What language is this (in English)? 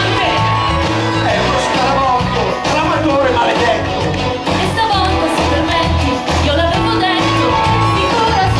Italian